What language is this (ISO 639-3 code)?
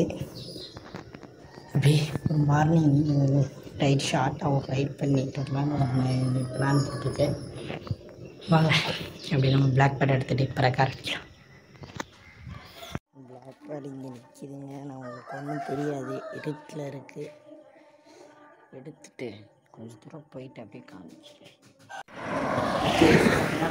tam